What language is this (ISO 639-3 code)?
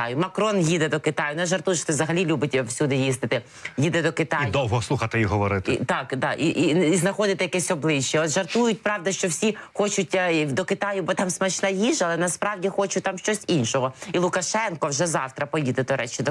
ukr